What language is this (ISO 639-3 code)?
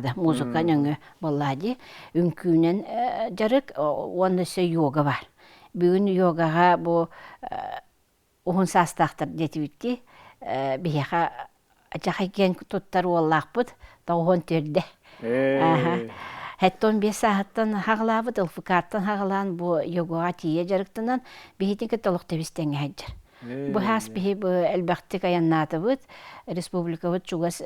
sah